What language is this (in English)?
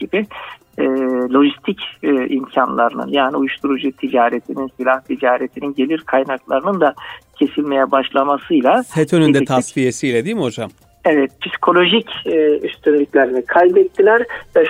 Turkish